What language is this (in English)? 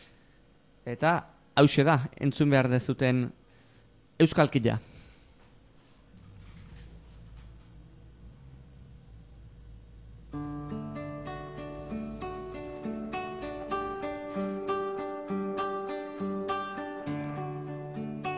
Basque